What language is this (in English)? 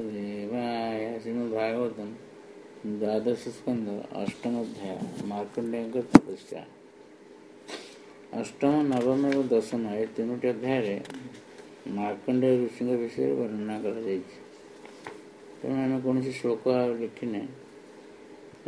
Odia